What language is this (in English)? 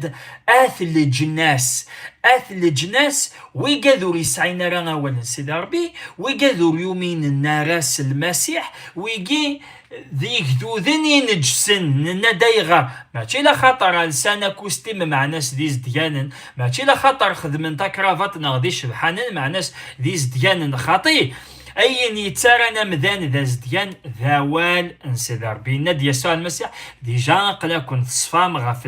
Kabyle